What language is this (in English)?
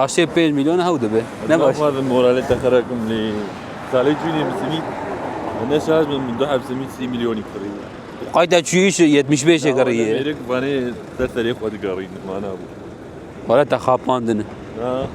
Kurdish